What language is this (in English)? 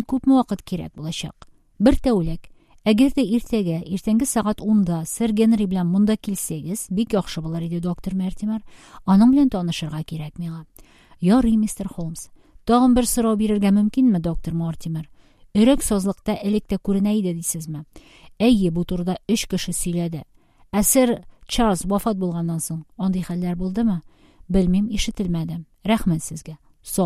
Tatar